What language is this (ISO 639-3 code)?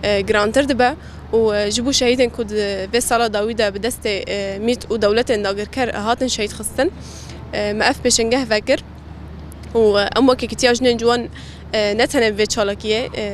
kur